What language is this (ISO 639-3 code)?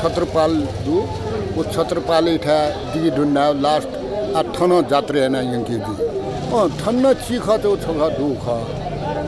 new